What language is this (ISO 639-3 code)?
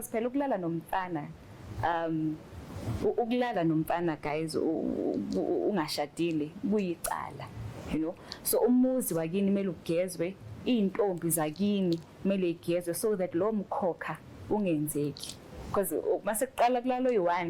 zul